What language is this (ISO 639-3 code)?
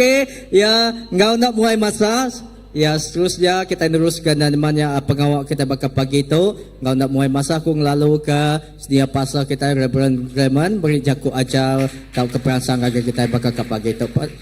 iba